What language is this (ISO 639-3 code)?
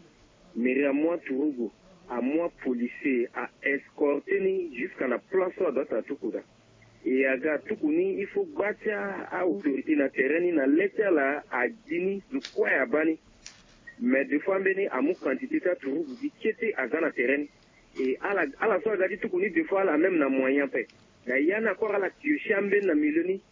sag